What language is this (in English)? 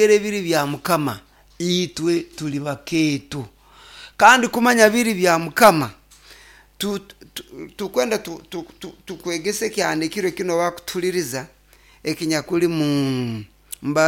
Nyoro